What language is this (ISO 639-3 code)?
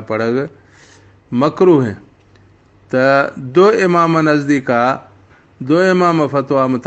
bal